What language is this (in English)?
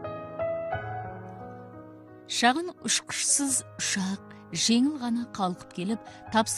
Kazakh